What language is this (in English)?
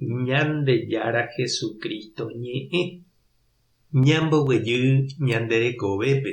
Guarani